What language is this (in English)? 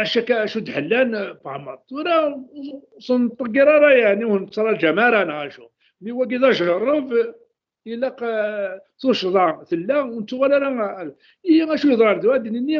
Kabyle